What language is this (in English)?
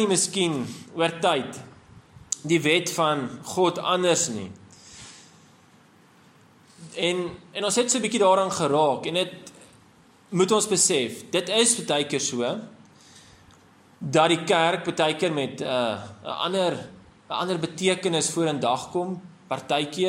Afrikaans